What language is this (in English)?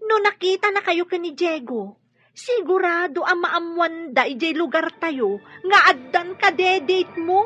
Iloko